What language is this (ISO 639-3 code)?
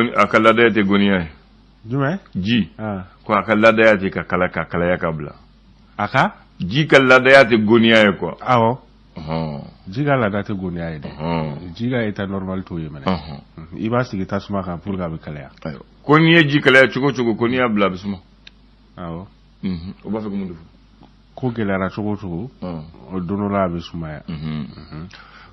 bam